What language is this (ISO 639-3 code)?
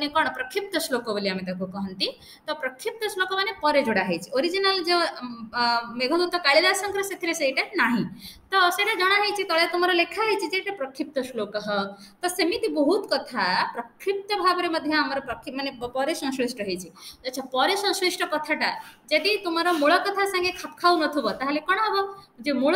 ori